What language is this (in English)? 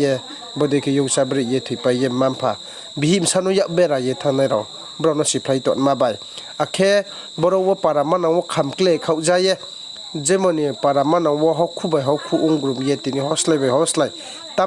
Riang (India)